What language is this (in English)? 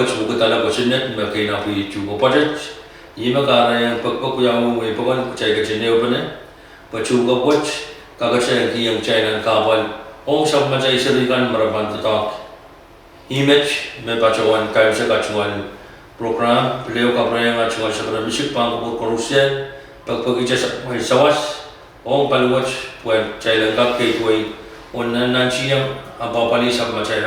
Pohnpeian